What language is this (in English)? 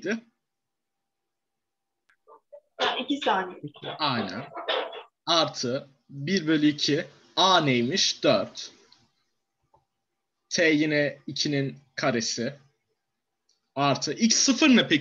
Turkish